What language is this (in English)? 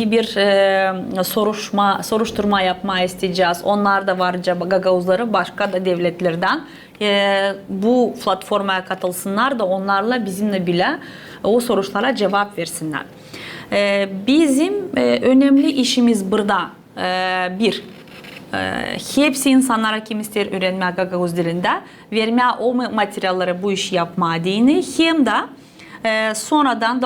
Gagauz